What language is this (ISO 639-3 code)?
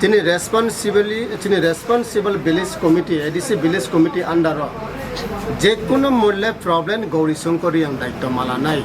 trp